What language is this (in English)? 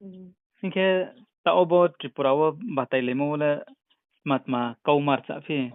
Riang (India)